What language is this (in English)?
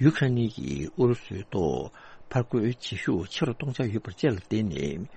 Tibetan